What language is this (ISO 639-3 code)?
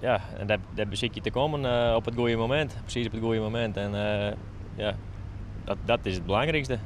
fry